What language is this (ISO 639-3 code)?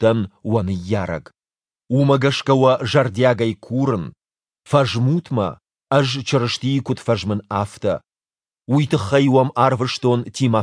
oss